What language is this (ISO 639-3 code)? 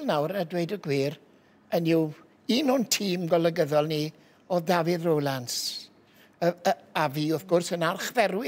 cym